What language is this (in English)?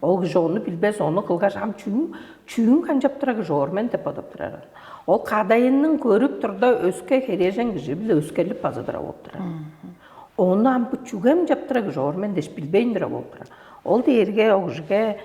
Tuvinian